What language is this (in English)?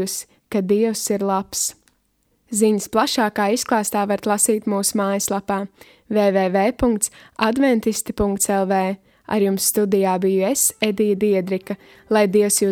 Latvian